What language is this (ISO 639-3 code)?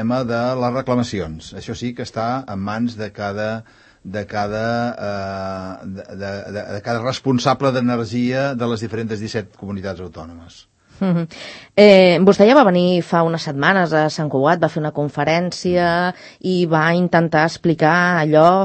cat